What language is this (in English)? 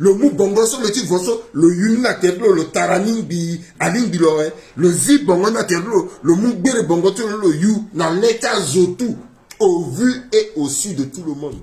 Sango